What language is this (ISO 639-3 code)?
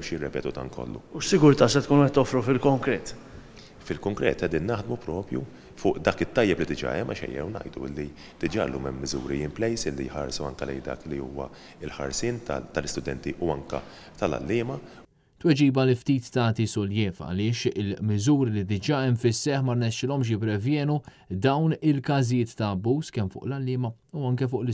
mlt